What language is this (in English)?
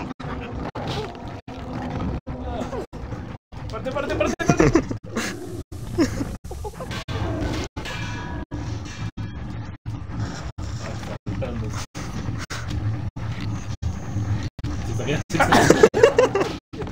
Spanish